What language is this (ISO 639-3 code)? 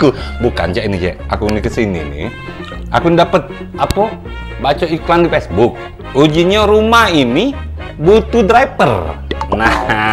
mui